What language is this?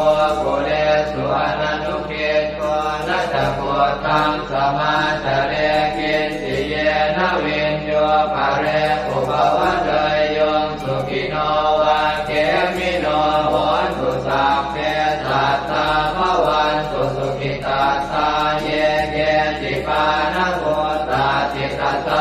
Pali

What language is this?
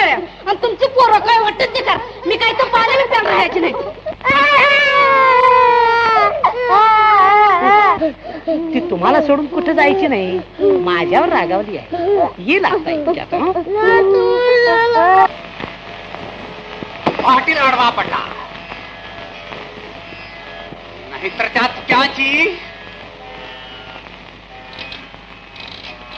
Marathi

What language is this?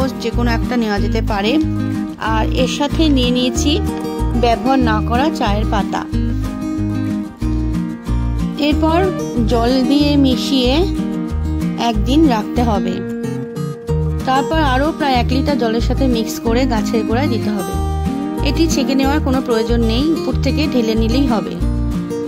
Bangla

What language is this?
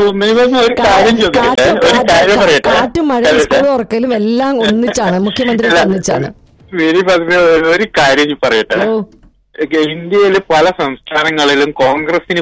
Malayalam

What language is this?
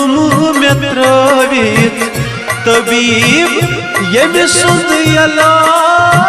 Kashmiri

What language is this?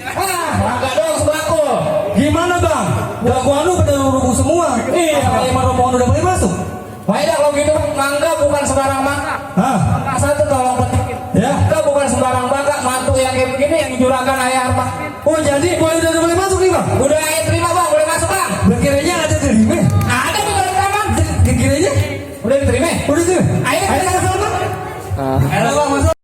Betawi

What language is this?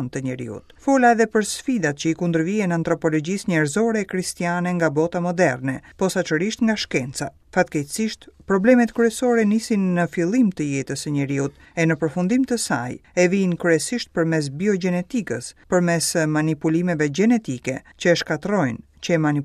Albanian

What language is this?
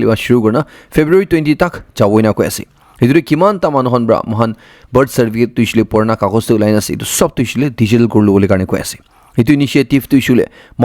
Naga Pidgin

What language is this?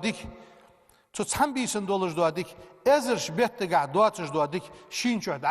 Ingush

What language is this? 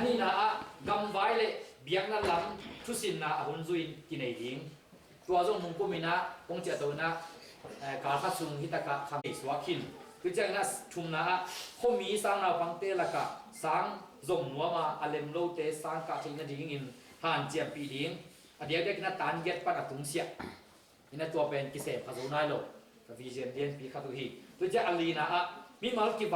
Tedim Chin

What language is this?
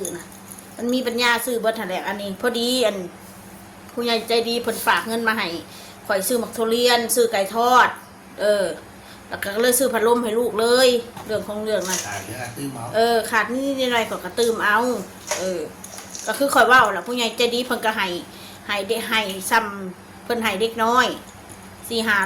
Northeastern Thai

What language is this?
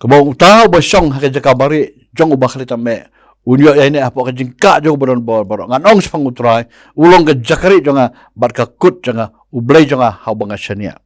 Khasi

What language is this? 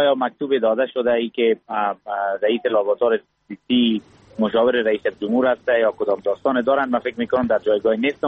Persian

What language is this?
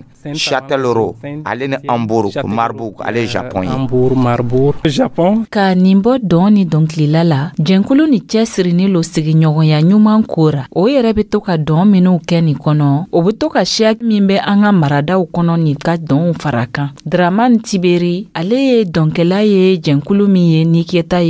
Dyula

